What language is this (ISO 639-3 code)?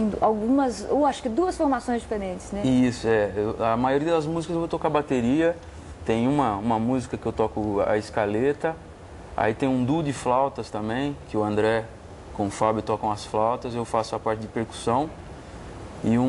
por